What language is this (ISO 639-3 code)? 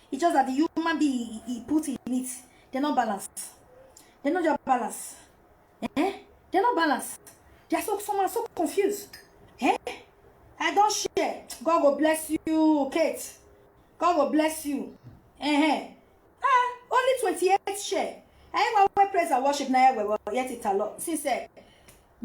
pcm